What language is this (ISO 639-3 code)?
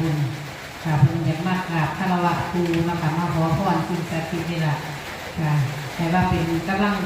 tts